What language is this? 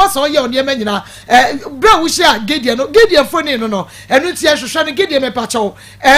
Akan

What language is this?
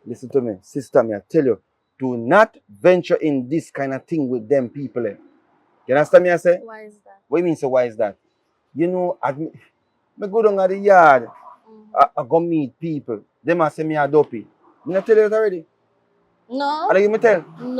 Jamaican Creole English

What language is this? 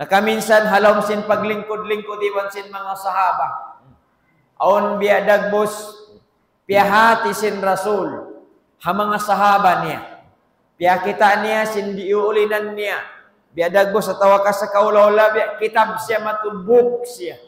Tausug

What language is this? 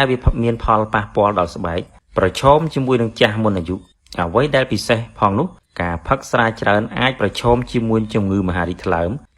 Khmer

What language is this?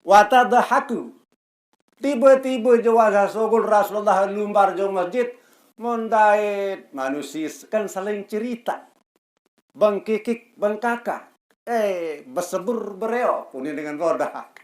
Sasak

